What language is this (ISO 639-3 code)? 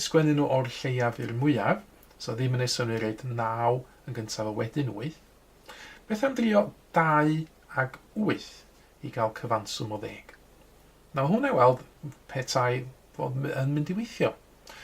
cym